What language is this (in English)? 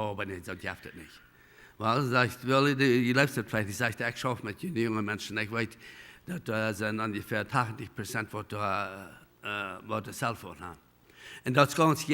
Plautdietsch